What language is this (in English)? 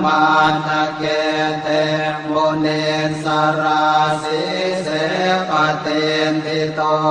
Pali